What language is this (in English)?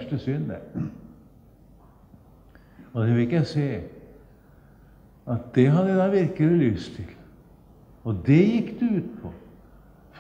Norwegian